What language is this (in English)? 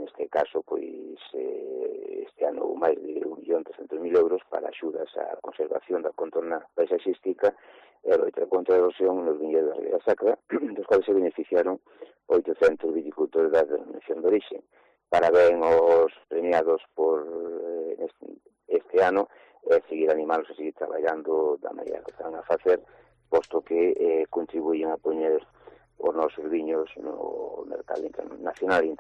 Galician